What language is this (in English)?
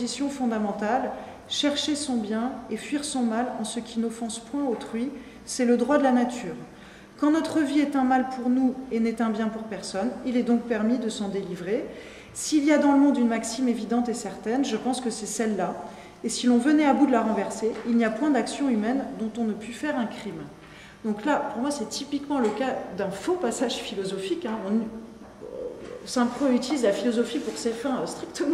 French